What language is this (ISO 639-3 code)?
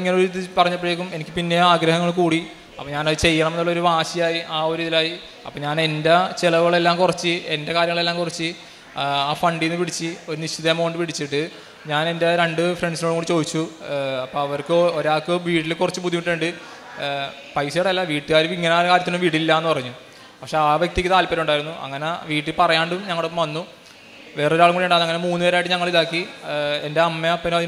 mal